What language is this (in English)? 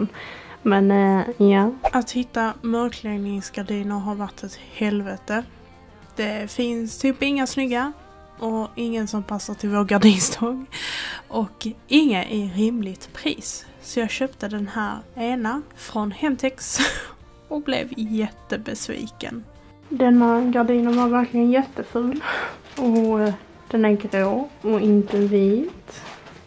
Swedish